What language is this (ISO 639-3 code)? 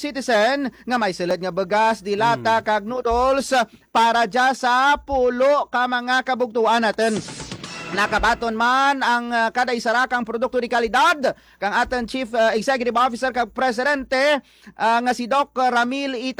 hil